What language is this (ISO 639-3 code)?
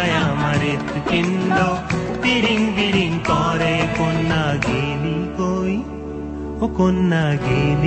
ben